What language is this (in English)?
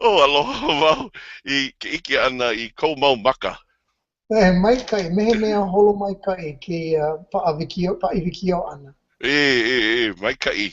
Hawaiian